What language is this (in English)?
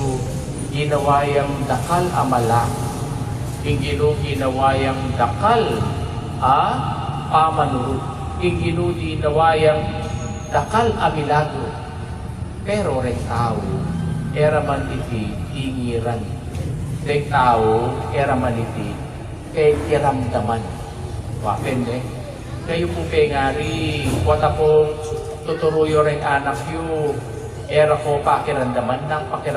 Pampanga